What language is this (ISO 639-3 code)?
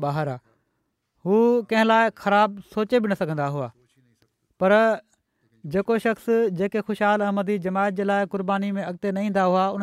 snd